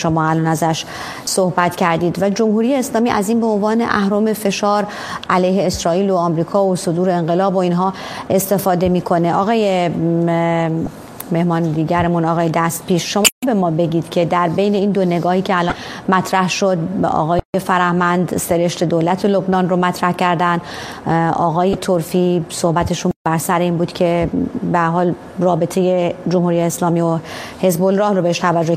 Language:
Persian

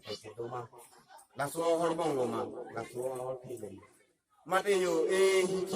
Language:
Karbi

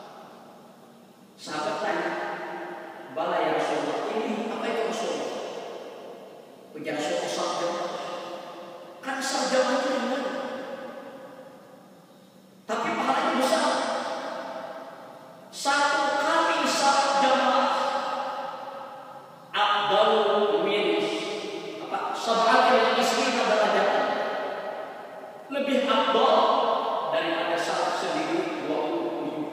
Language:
Indonesian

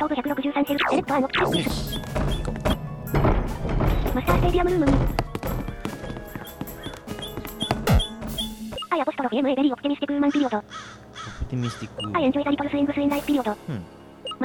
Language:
Japanese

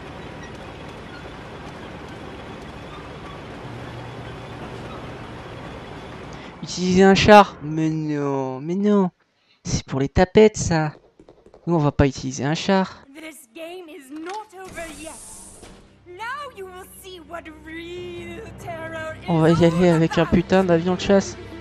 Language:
French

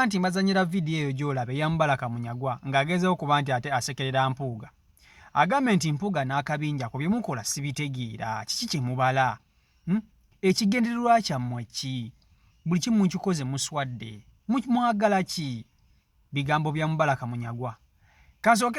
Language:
Ganda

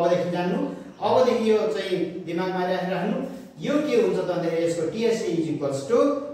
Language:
Nepali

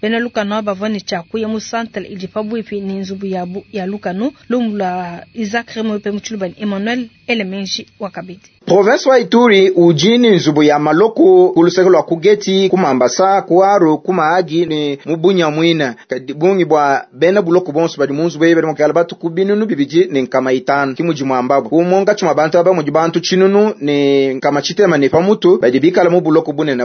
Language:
Luba-Lulua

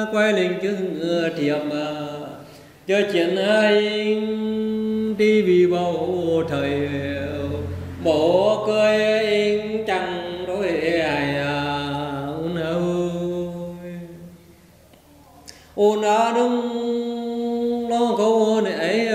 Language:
Vietnamese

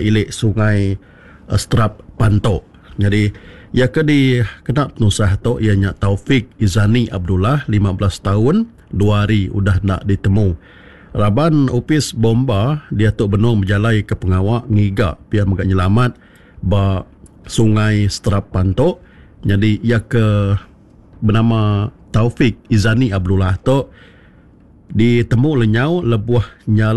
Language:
Iban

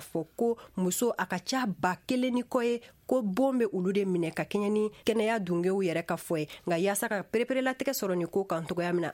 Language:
Bambara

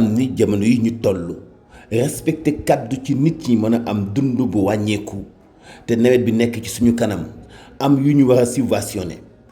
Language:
Wolof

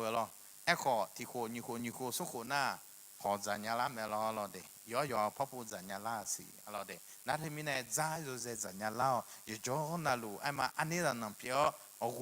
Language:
Akha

